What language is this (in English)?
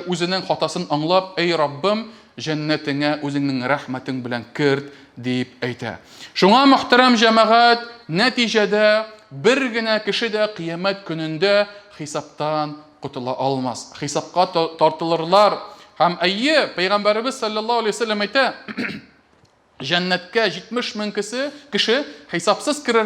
Tatar